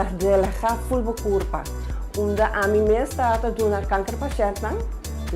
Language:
Papiamento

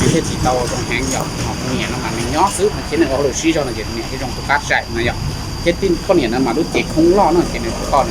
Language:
Hmong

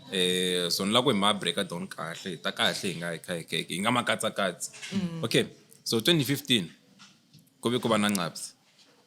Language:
Tsonga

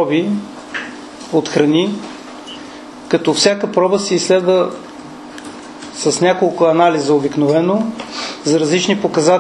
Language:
Bulgarian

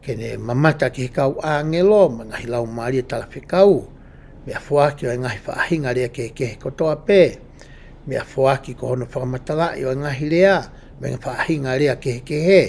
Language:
Tongan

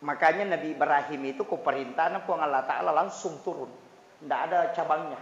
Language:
Buginese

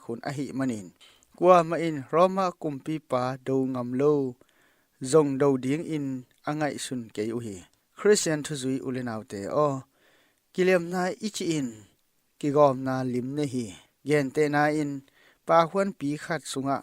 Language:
Tedim Chin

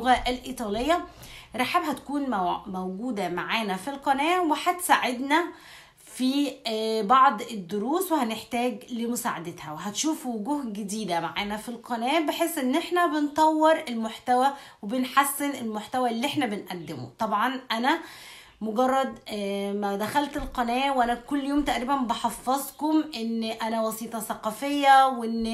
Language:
Egyptian Arabic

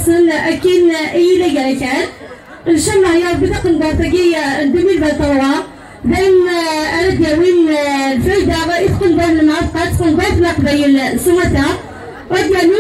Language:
Kabyle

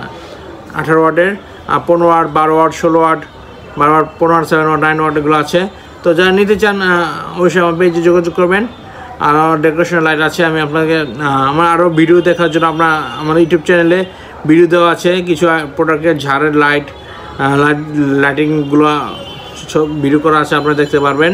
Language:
Bangla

